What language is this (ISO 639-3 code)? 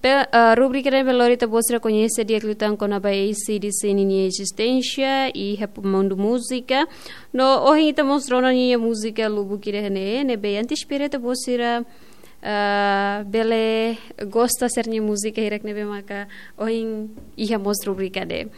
tet